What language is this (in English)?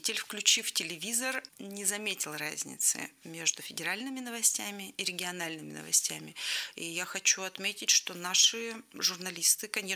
Russian